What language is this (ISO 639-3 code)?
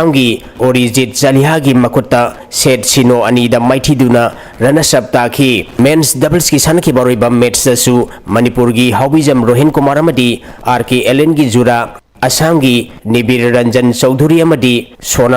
mni